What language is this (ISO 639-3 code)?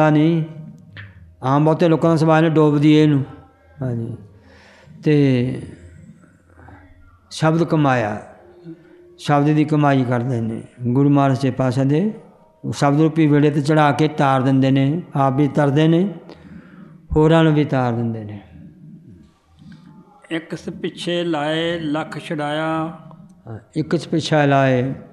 pan